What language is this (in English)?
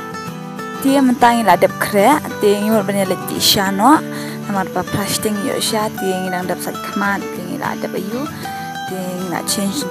Khasi